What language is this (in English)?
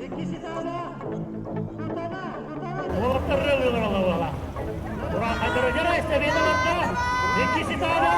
Yakut